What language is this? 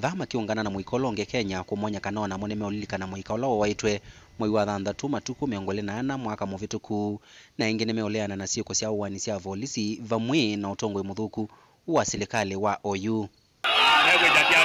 Kamba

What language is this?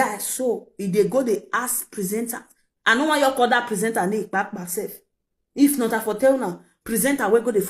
Nigerian Pidgin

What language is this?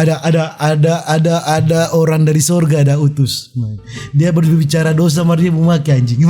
Manado Malay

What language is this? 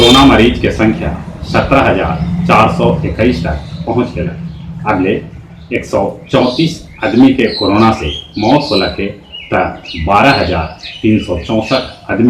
Magahi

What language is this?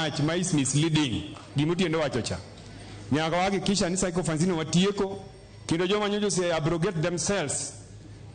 Luo (Kenya and Tanzania)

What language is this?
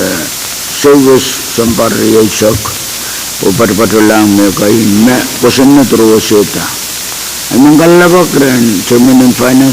Pohnpeian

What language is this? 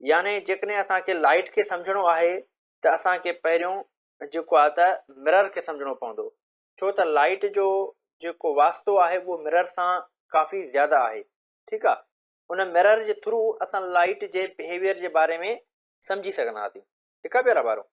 Sindhi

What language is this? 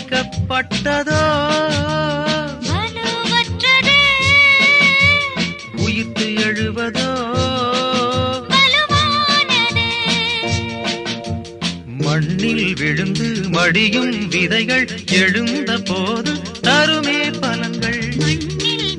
Tamil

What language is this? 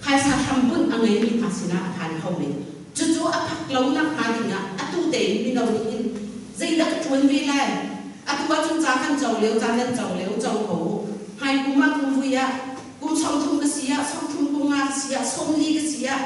Hakha Chin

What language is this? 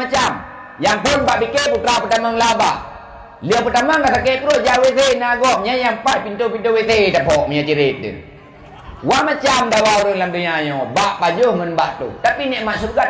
Achinese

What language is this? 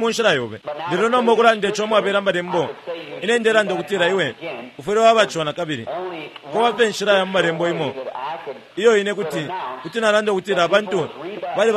Bemba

